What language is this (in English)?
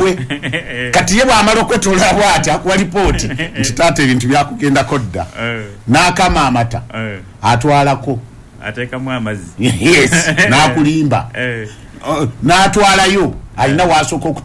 Ganda